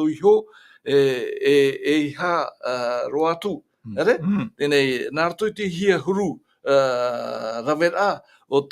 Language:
Tahitian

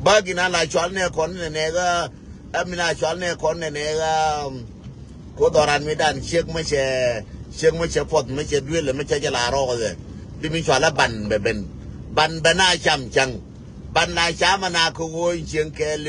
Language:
Nuer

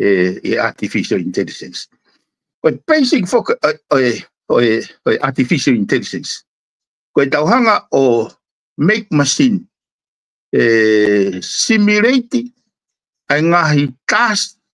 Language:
Tongan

